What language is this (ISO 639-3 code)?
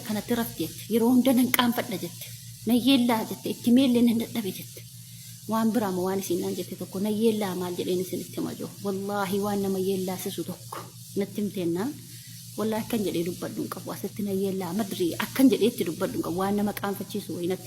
orm